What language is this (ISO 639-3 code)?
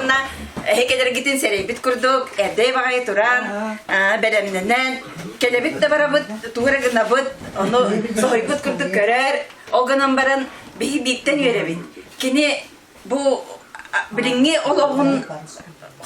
sah